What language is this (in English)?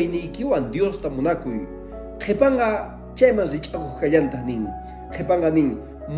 Quechua